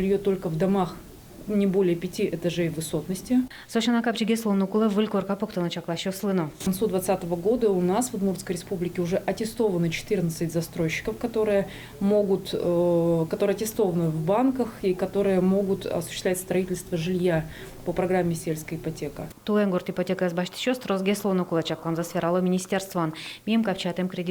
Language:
Udmurt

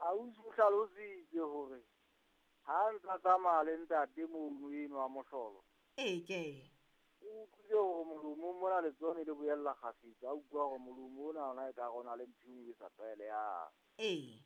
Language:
Southern Sotho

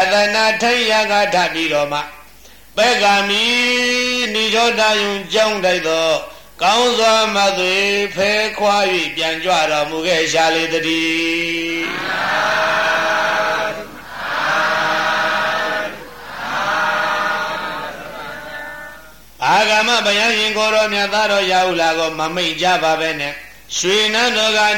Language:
Burmese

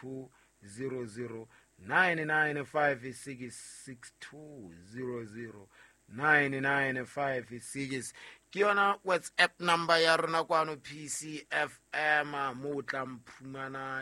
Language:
Southern Sotho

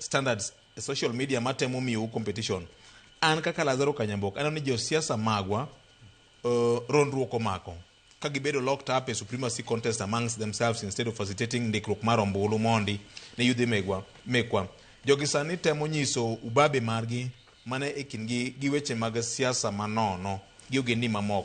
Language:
Luo (Kenya and Tanzania)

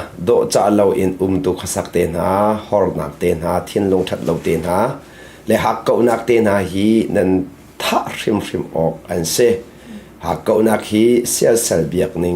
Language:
Hakha Chin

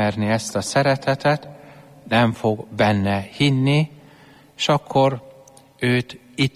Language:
Hungarian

